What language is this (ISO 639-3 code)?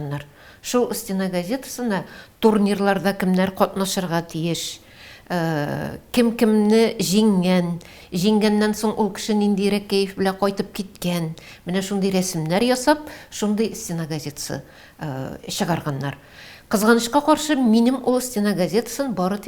tat